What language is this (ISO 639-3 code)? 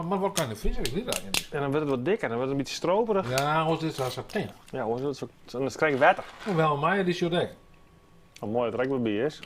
fry